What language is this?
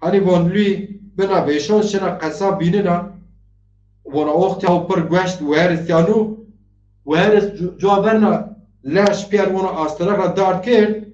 Zaza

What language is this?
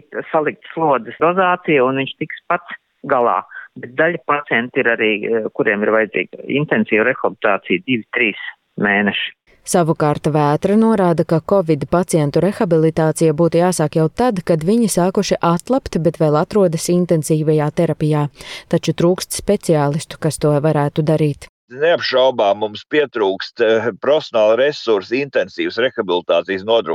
Latvian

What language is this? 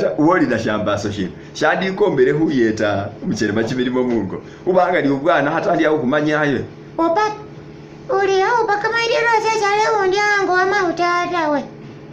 Masaaba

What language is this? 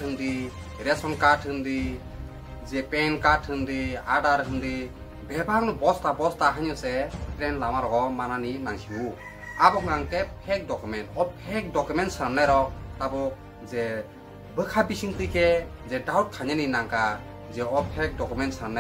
Kok Borok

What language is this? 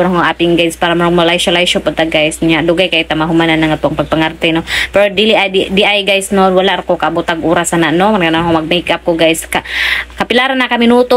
Cebuano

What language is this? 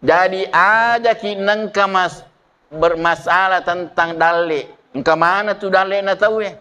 Buginese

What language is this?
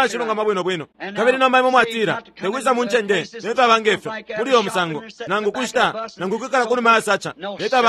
Bemba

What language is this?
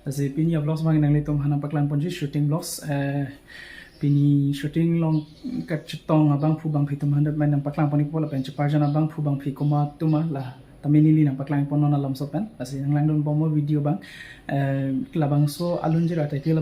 Karbi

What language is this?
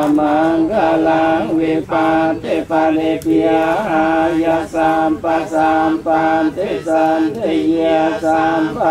Khmer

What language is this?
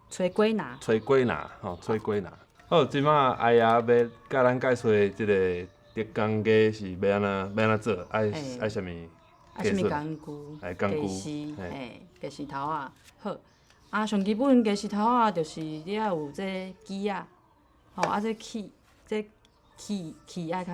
Min Nan Chinese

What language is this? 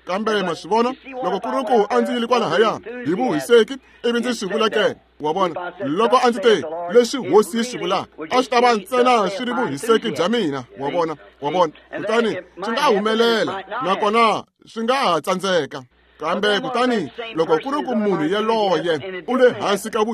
Tsonga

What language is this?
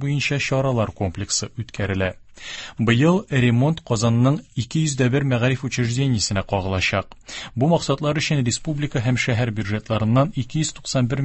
Tatar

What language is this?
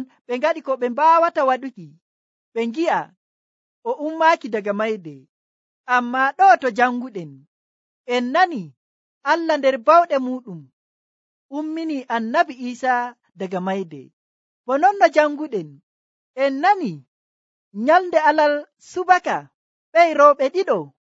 Nigerian Fulfulde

